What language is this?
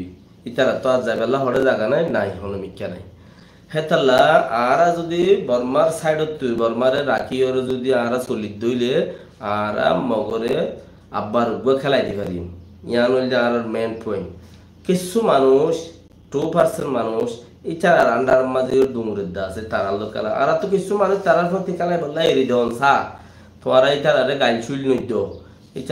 Rohingya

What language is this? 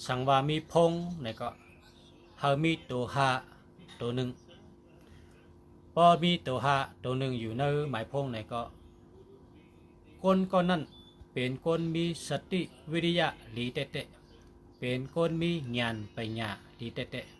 Shan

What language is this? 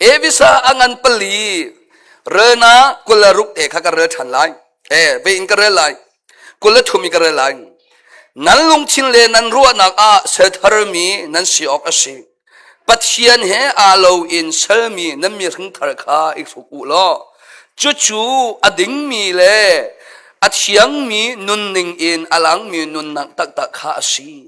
Hakha Chin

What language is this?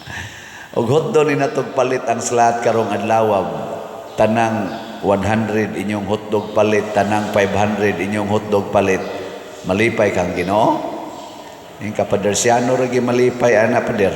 Cebuano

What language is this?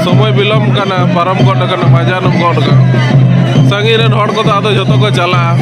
Santali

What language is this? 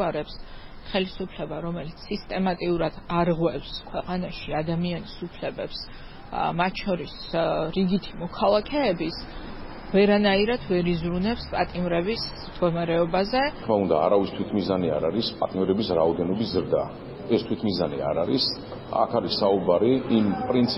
Georgian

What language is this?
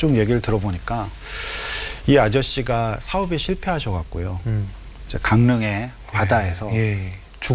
Korean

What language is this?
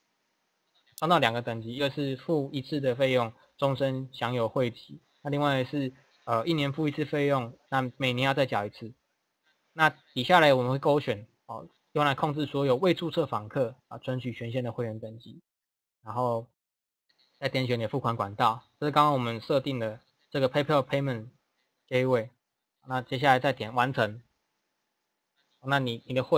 Chinese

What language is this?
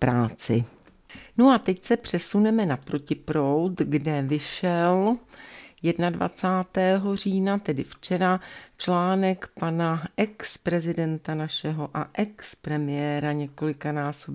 Czech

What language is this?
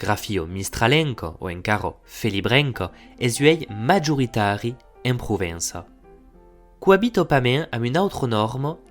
Occitan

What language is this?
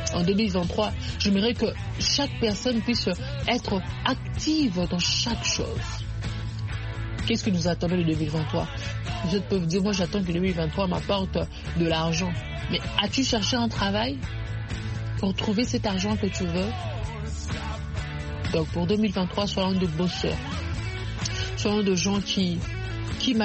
French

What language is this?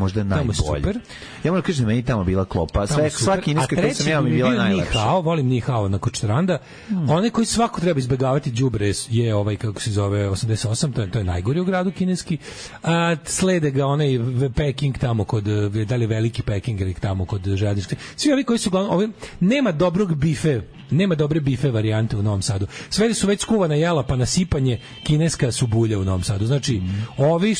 Serbian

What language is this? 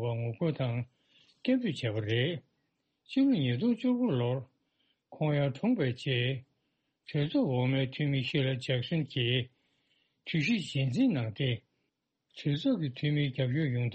Tibetan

